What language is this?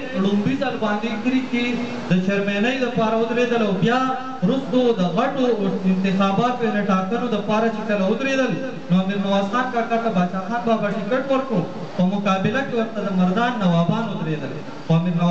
Pashto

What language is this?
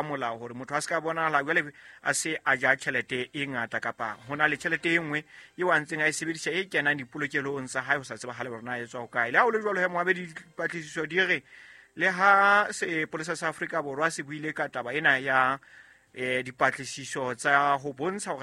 Southern Sotho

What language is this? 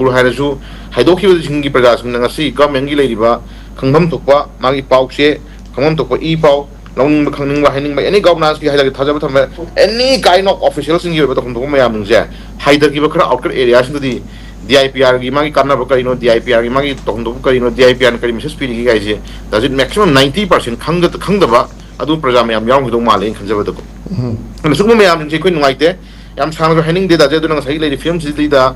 Manipuri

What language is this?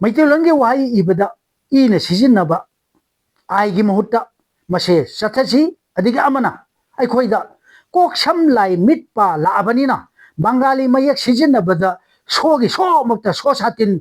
Manipuri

